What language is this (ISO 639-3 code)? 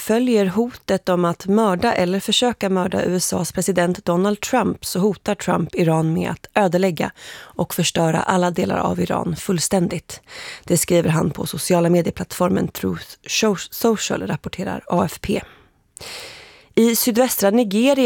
swe